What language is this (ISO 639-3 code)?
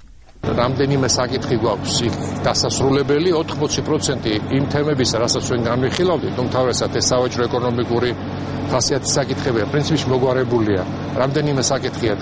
kat